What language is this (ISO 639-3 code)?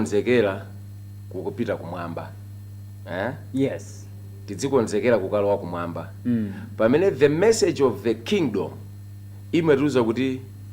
nya